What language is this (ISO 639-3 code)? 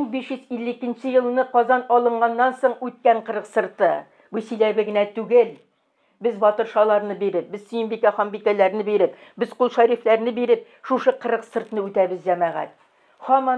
tat